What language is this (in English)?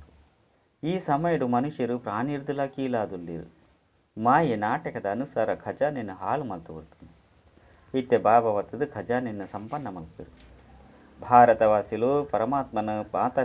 Tulu